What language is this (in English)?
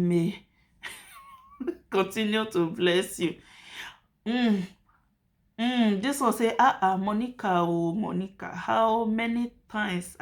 Nigerian Pidgin